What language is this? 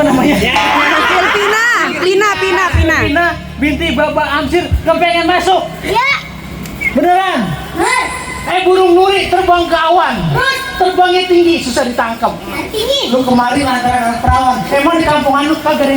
Betawi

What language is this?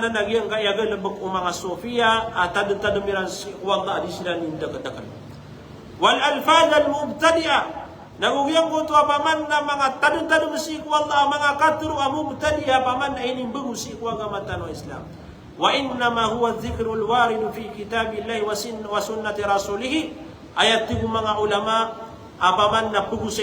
Maranao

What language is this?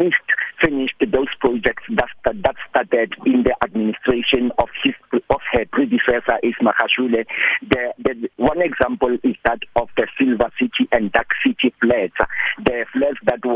English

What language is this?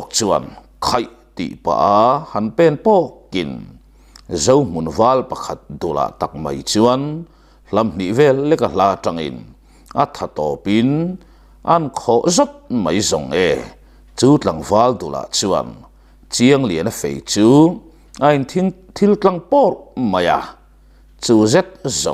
Mizo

